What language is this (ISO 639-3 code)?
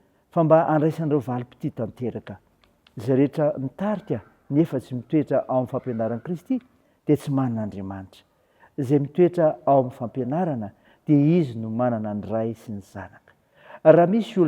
mlg